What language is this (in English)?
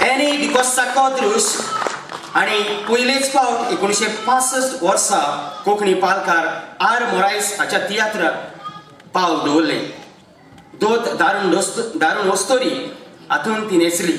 Konkani